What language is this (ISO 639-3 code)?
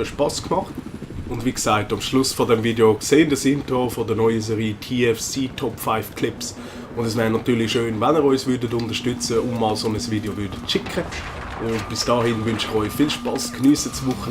gsw